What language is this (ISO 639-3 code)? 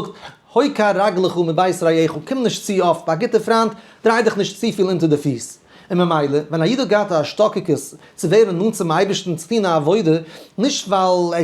yid